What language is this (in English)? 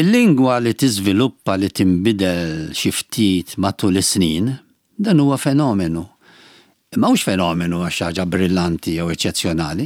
Maltese